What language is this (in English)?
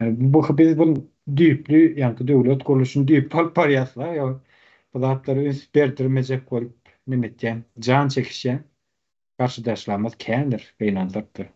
Turkmen